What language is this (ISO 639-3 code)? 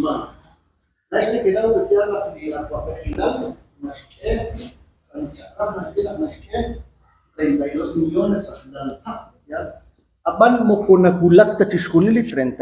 kek